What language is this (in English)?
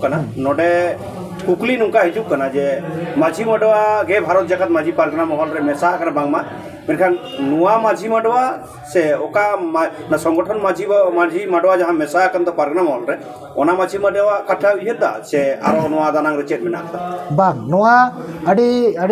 Santali